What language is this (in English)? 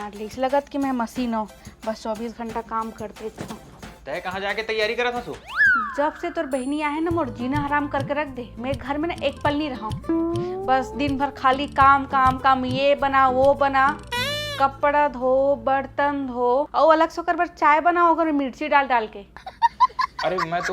Chhattisgarhi